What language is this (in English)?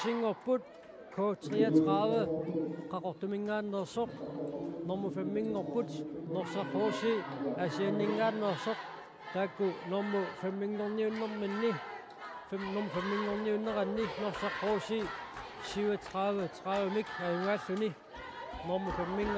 Kalaallisut